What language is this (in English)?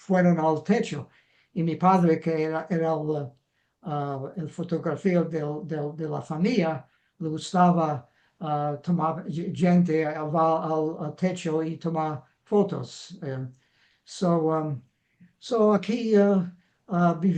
Ladino